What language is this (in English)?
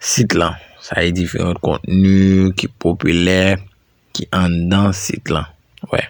Haitian Creole